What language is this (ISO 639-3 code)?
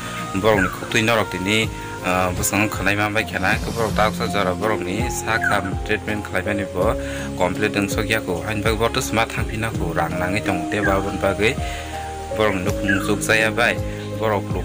trp